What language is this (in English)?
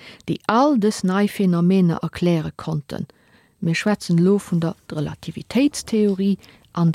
Luxembourgish